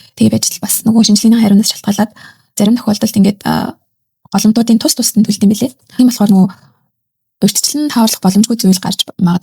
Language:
Mongolian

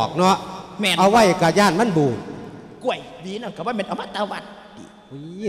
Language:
Lao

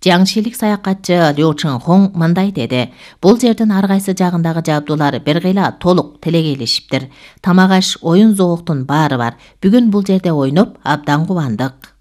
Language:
Kyrgyz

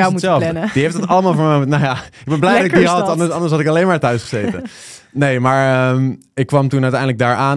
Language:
Dutch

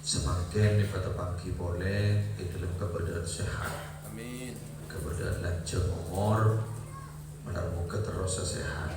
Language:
Madurese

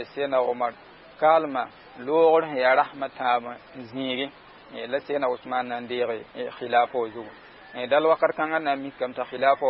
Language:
Mossi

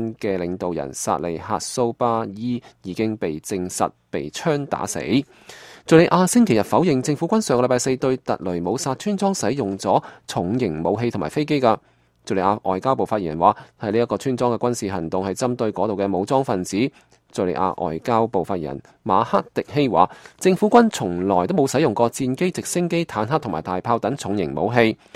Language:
Cantonese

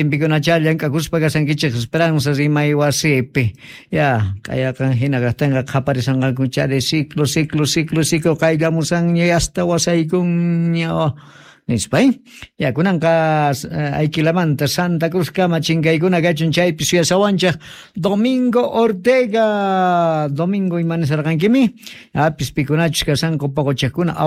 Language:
South Bolivian Quechua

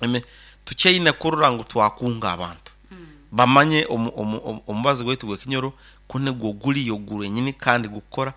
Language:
Nyoro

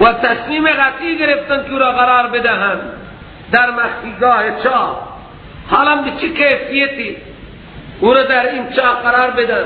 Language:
Persian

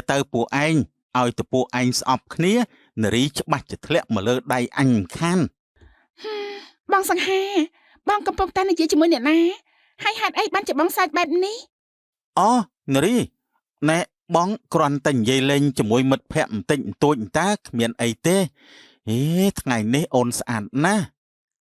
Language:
Khmer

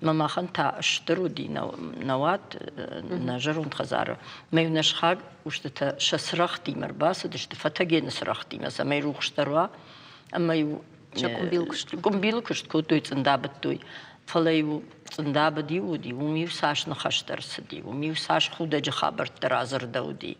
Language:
Ossetic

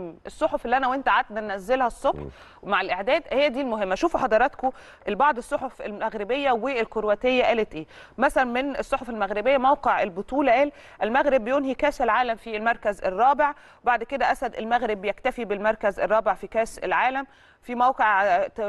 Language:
Egyptian Arabic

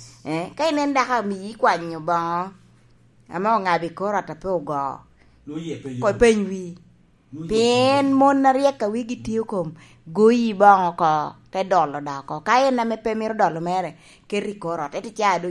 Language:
Lango (Uganda)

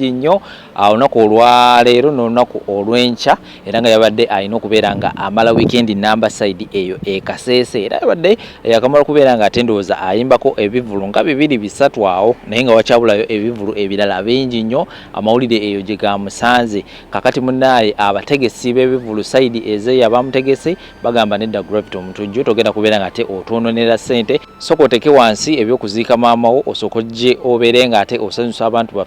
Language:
Ganda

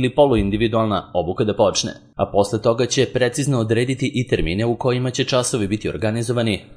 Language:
Serbian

